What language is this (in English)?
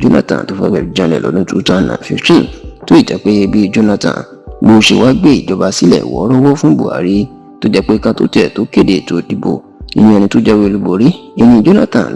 Yoruba